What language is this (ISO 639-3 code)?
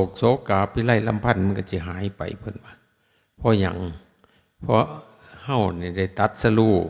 tts